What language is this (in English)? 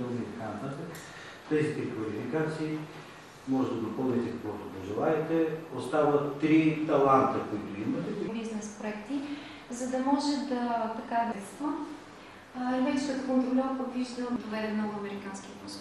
Bulgarian